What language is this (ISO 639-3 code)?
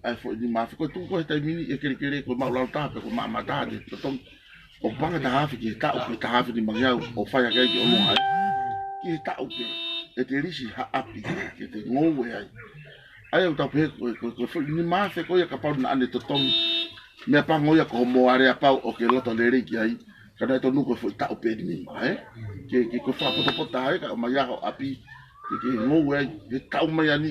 ton